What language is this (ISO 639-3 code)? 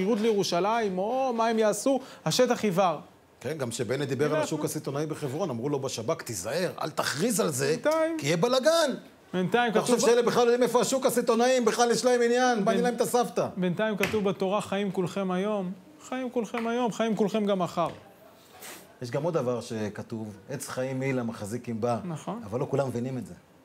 heb